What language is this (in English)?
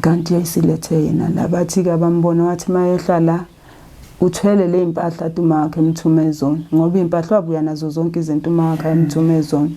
Zulu